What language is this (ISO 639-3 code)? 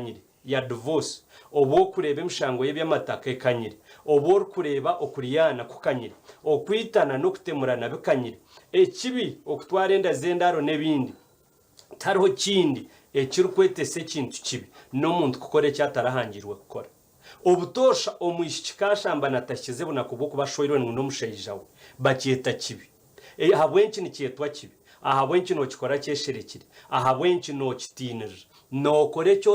nyn